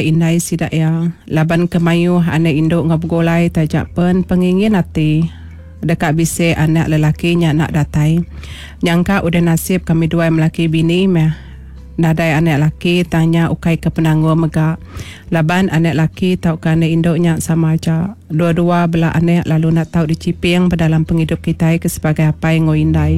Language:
Iban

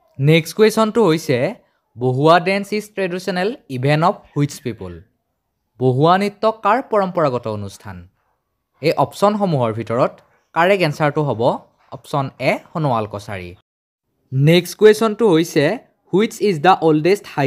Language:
Assamese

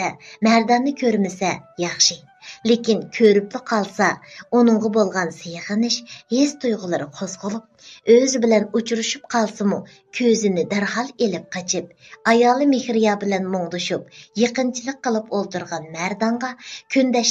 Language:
Uyghur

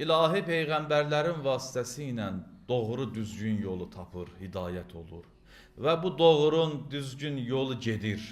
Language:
Azerbaijani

